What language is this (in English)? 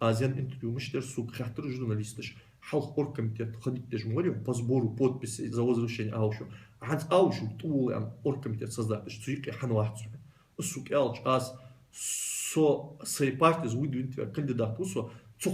Ingush